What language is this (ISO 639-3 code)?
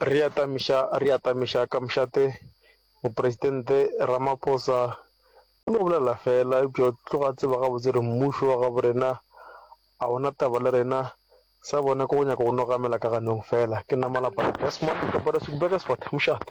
nso